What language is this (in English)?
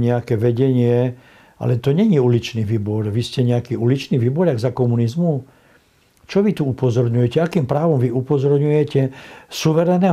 Slovak